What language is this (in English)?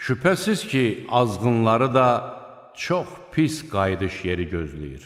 Azerbaijani